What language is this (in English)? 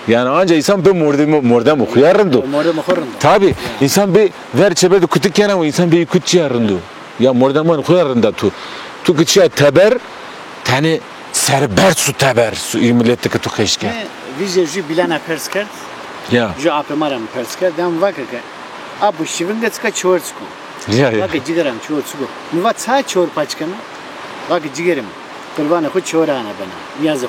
Zaza